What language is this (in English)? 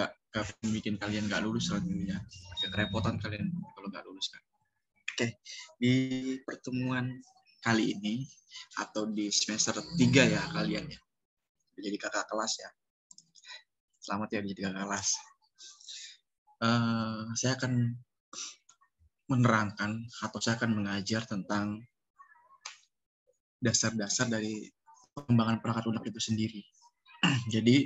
Indonesian